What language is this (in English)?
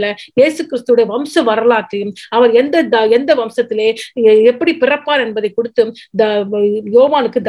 Tamil